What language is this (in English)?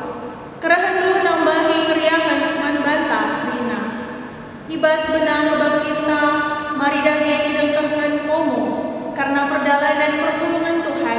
Batak Karo